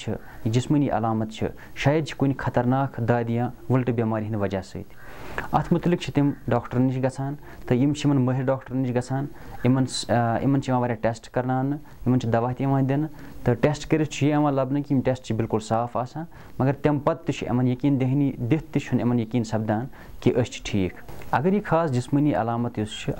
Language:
Kashmiri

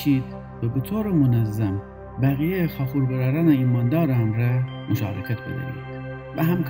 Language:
Gilaki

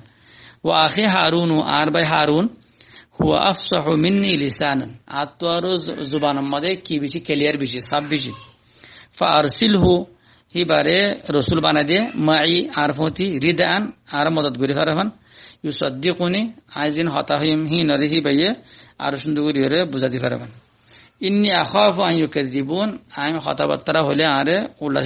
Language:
Rohingya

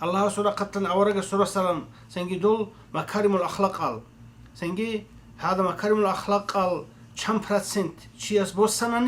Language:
Avaric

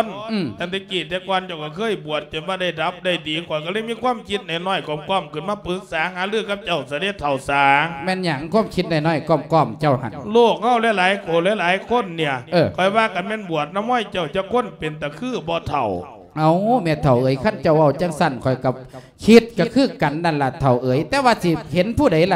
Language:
Lao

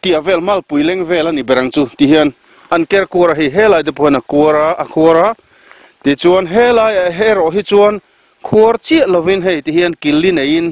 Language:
Mizo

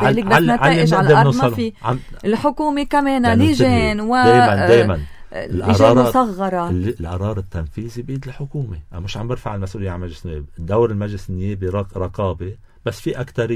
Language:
North Levantine Arabic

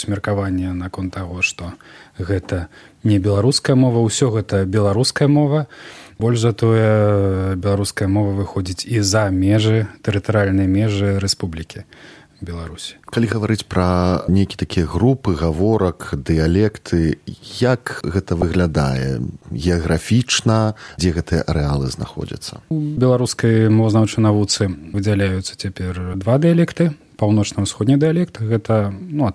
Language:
Belarusian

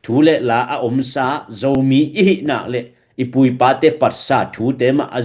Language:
Tedim Chin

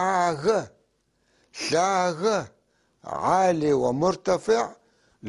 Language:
North Levantine Arabic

